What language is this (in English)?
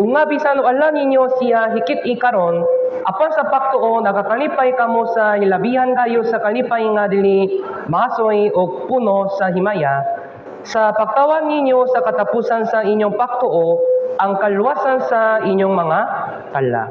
Cebuano